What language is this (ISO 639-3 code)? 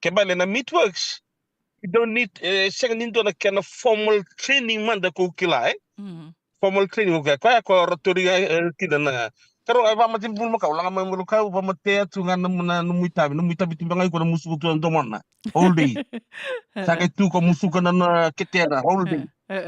fij